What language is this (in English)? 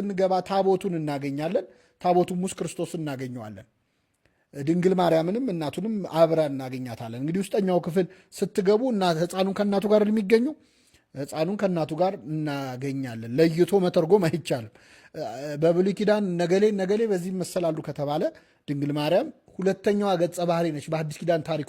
Amharic